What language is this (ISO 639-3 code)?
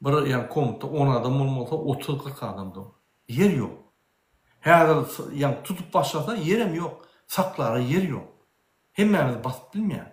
tuk